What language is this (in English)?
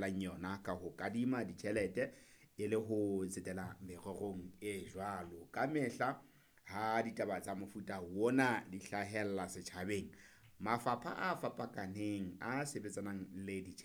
Southern Sotho